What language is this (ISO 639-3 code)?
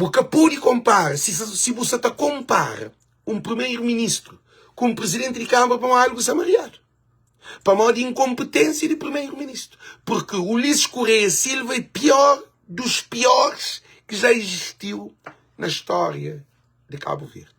kea